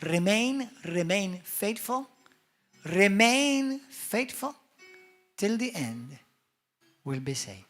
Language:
English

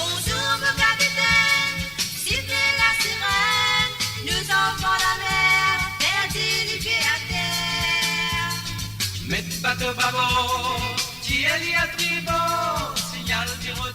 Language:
Morisyen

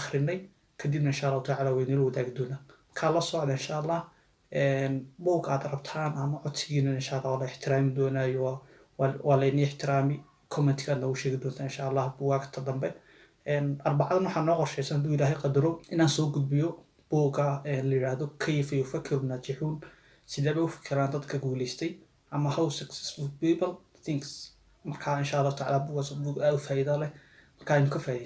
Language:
Somali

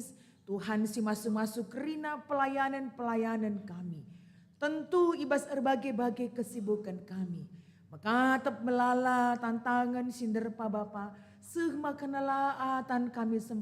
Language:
Batak Karo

